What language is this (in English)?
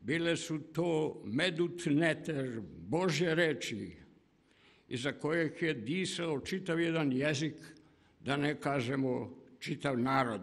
Serbian